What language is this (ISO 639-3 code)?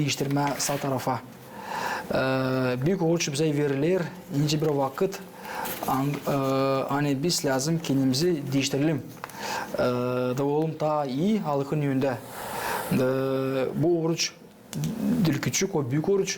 gag